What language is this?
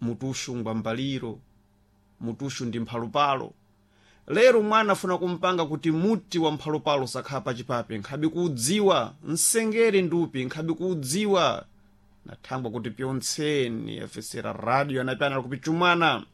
Sena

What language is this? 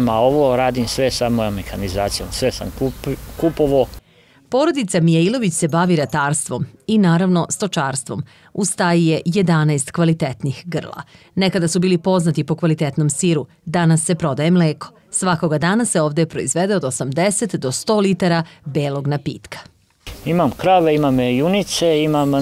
Serbian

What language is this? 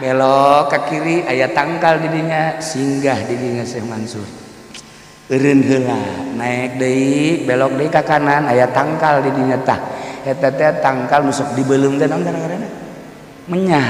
Sundanese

